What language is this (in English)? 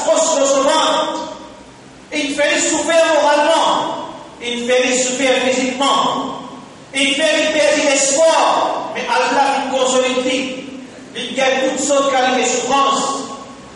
Morisyen